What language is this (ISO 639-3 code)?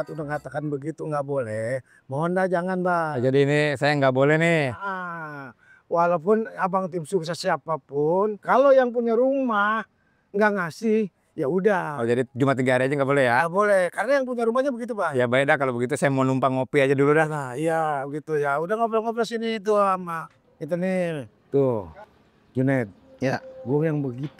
bew